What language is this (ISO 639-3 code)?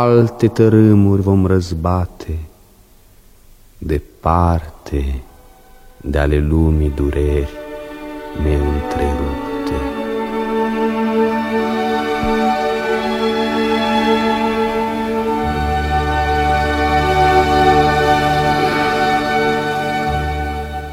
ron